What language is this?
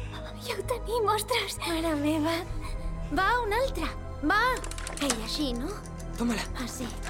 Catalan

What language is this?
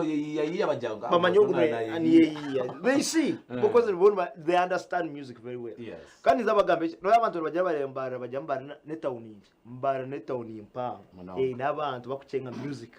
Nyankole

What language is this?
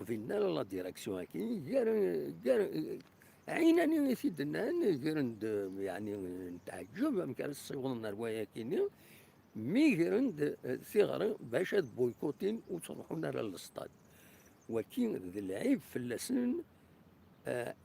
Kabyle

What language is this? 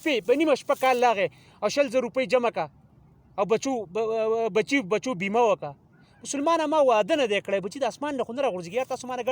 Pashto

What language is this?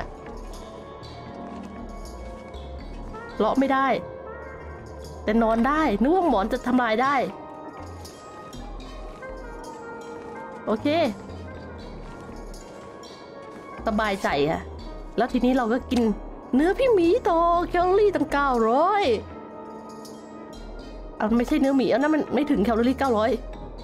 Thai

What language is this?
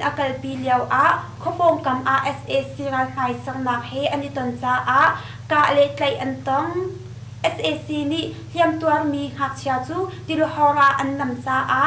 Hakha Chin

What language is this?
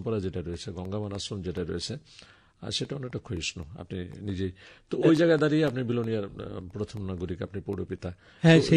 Bangla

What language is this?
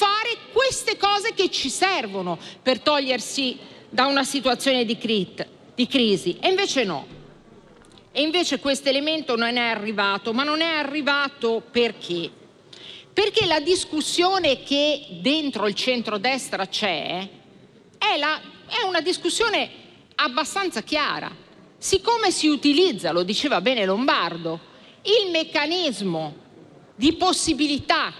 Italian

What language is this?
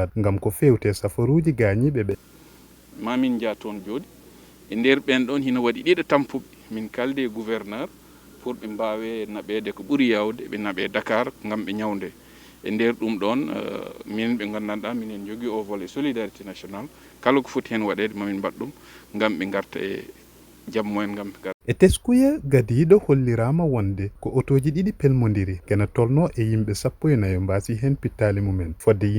Fula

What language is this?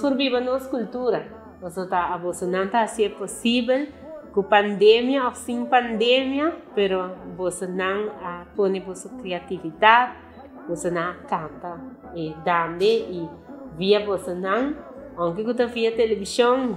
Papiamento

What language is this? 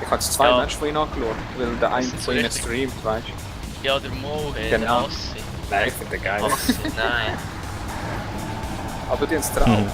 Swiss German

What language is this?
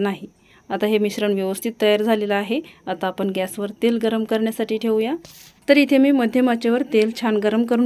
Marathi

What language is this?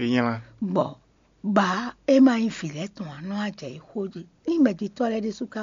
Fon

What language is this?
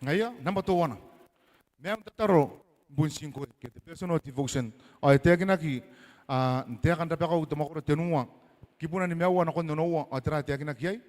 Gilbertese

